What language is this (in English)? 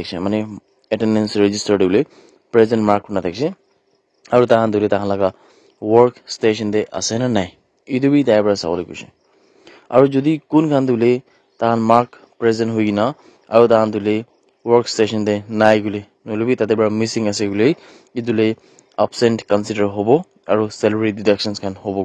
Naga Pidgin